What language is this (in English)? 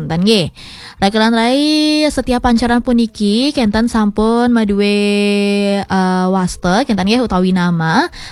Balinese